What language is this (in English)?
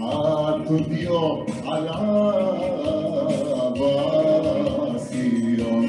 Ladino